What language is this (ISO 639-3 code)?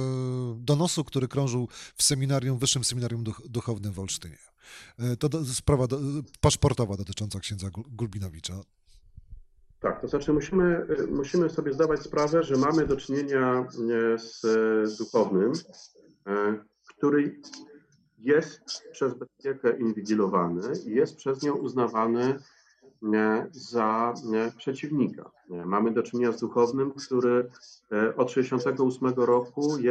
pol